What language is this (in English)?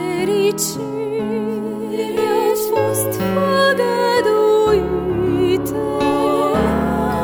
Romanian